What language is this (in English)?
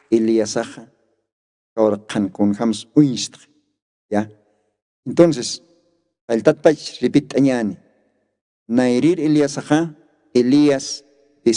Aymara